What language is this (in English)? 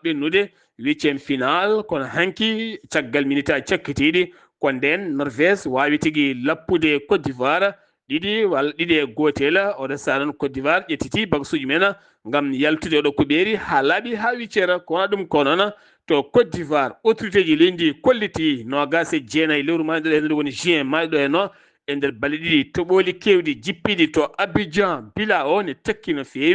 Fula